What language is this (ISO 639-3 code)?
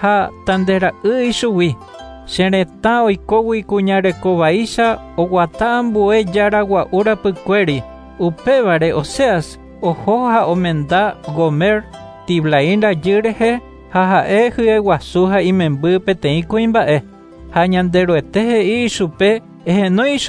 grn